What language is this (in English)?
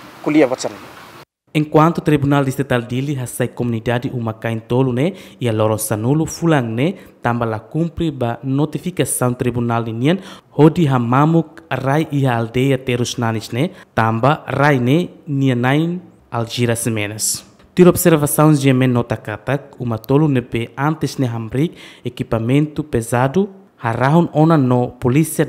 Tetum